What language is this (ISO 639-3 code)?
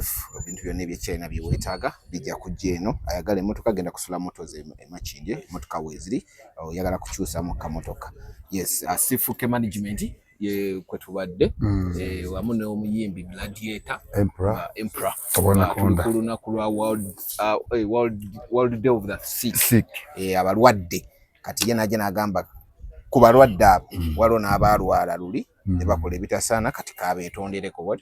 lug